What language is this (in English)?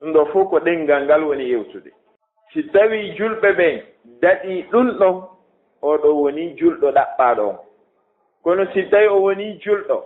Fula